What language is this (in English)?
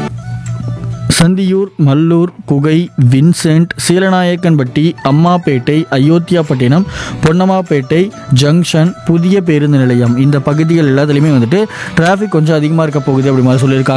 Tamil